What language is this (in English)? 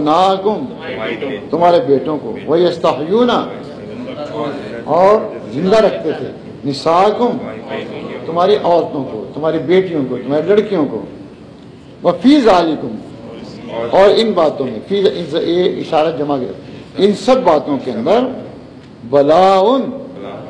Urdu